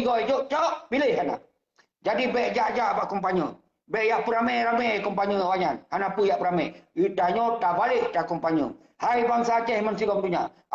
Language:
Achinese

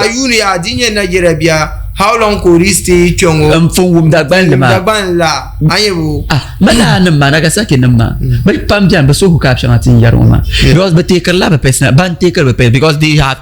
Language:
Dagbani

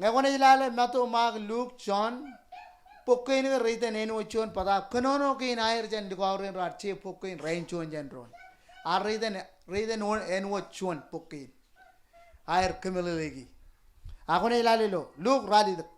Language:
Marshallese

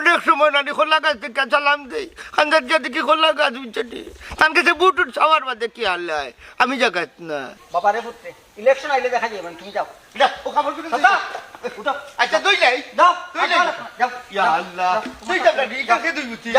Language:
Sylheti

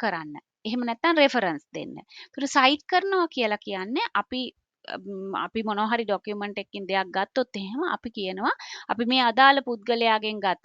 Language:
Sinhala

